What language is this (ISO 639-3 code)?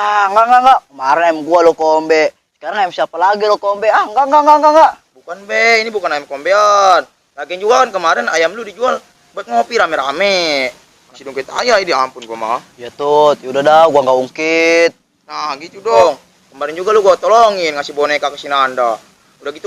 bew